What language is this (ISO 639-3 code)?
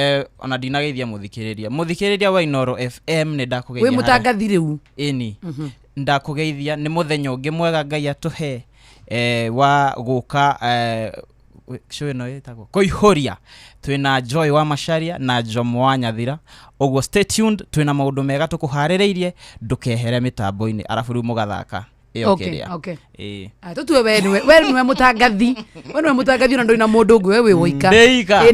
kik